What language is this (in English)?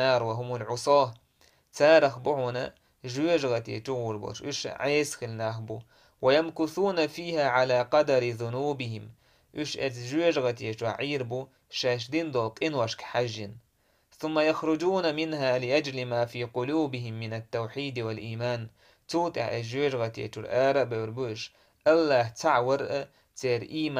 Chechen